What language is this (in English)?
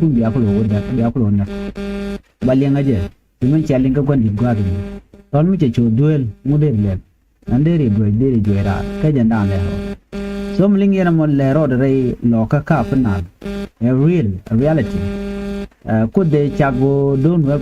Nuer